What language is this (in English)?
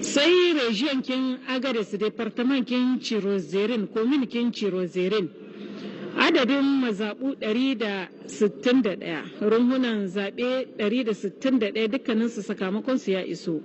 Hausa